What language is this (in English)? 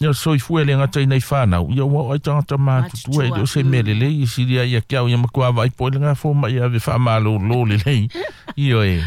Samoan